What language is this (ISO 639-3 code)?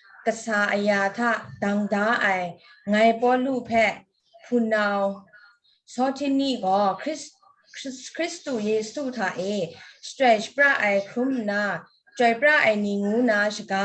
kac